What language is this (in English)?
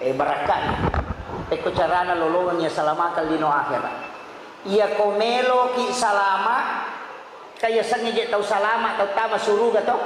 Buginese